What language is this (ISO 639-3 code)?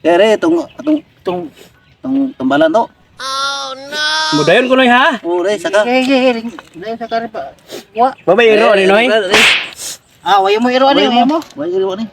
ceb